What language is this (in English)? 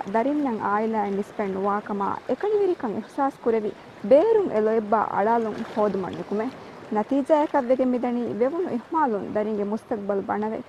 Divehi